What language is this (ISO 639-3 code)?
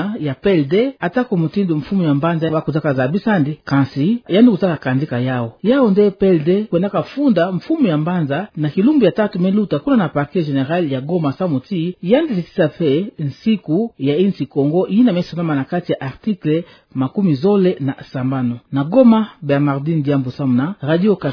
ktu